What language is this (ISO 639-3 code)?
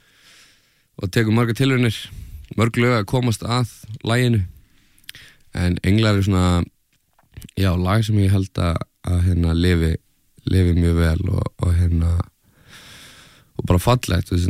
isl